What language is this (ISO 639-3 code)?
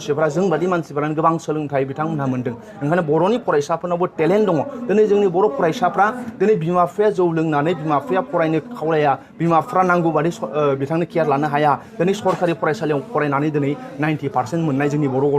brx